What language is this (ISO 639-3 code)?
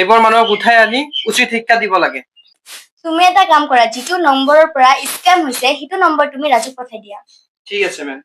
asm